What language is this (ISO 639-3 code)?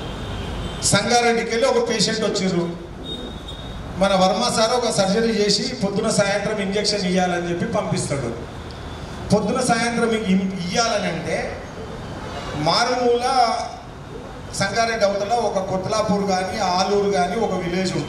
tel